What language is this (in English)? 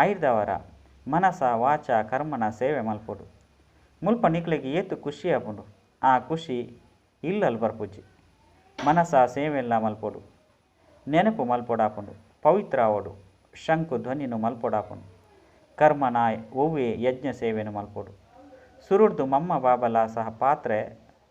Tulu